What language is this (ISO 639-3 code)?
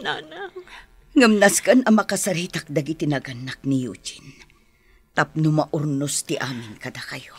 ilo